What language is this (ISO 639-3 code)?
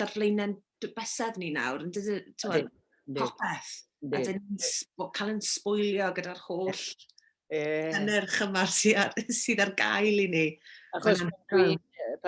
cym